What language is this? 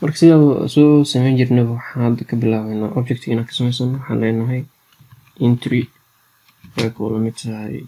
Somali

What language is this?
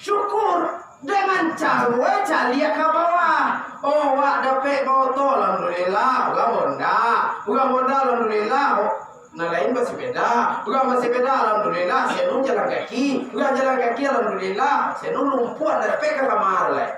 Minangkabau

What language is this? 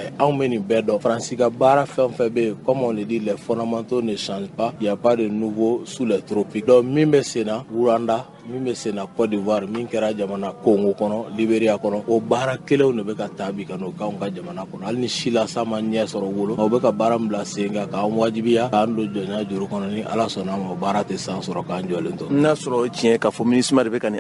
Bambara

